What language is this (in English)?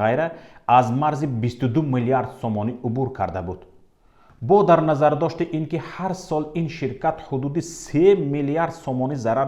Tajik